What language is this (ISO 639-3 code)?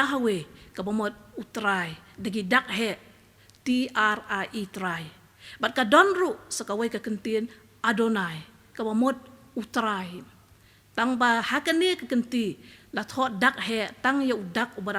kha